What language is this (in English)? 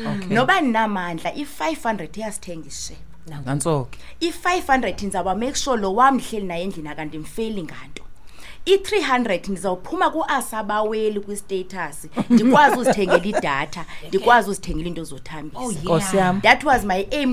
Xhosa